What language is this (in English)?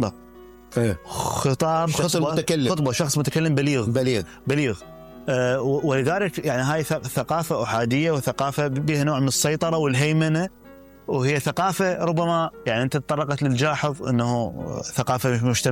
Mesopotamian Arabic